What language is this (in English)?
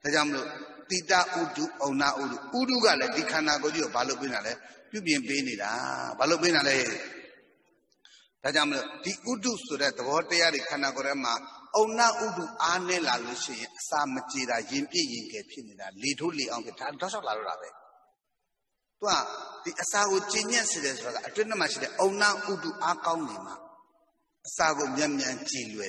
Burmese